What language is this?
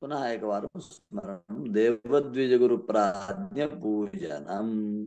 Sanskrit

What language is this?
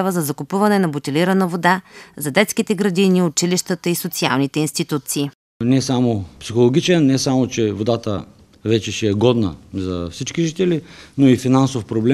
Bulgarian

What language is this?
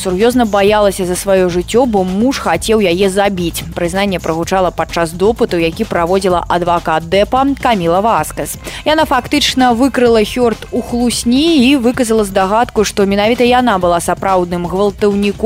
Belarusian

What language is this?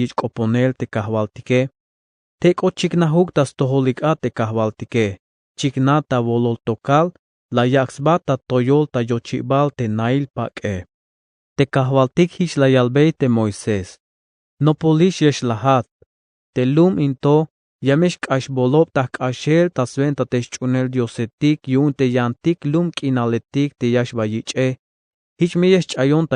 Tzeltal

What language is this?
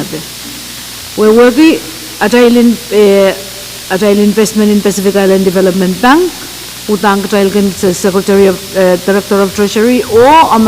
Pohnpeian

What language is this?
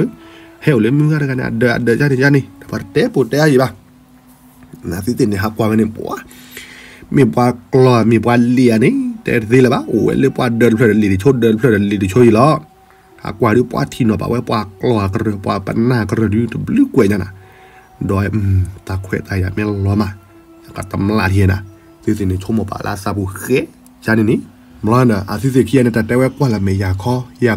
S'gaw Karen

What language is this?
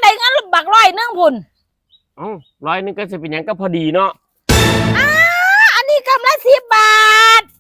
Lao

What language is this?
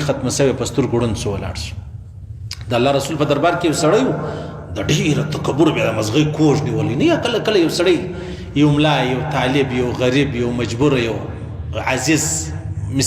Pashto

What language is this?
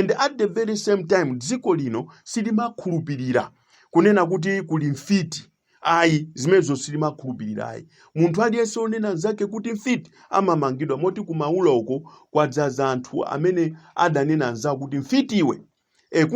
Nyanja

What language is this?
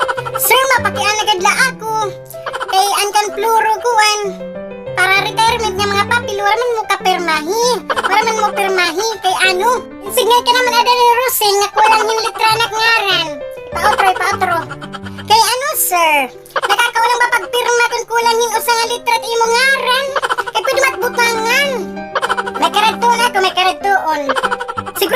Waray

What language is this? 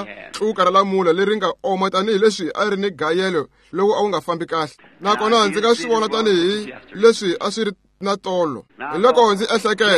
Tsonga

